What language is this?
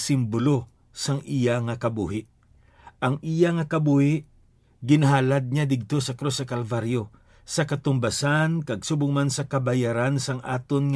Hiligaynon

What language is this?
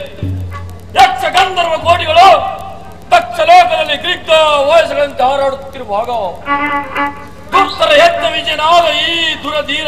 Kannada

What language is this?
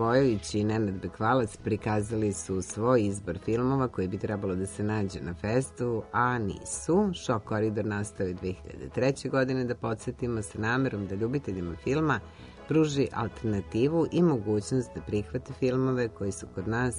Serbian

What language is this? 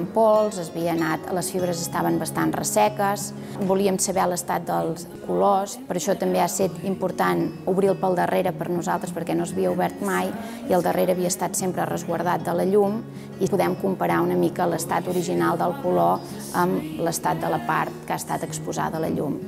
Catalan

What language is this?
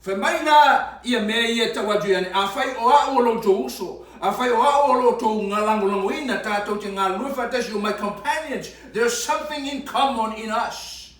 Samoan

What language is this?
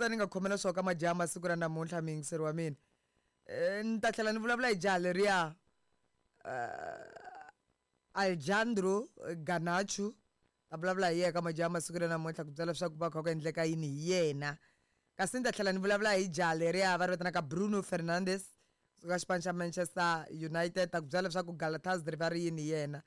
Tsonga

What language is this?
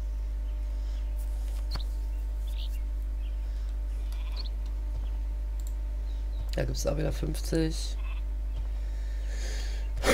German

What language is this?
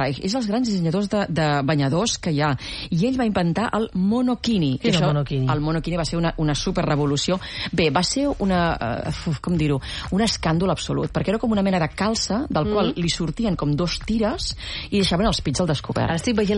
Catalan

